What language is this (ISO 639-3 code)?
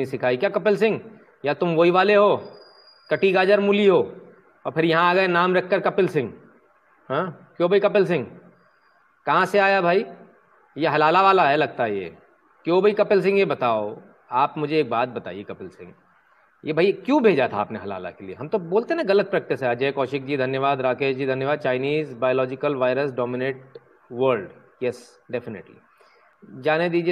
hin